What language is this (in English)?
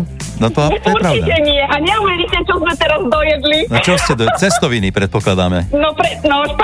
Slovak